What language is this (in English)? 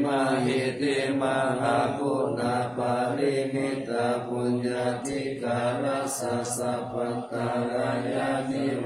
Pali